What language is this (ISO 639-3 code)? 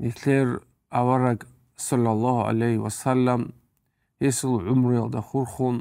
ava